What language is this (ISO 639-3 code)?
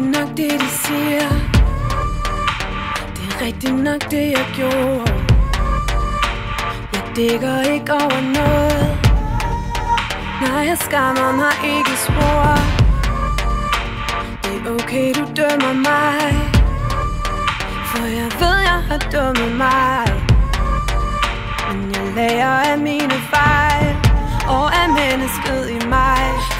dan